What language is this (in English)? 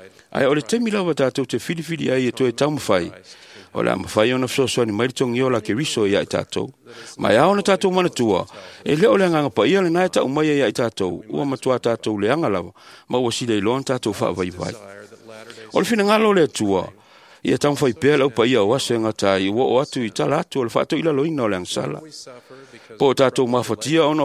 Samoan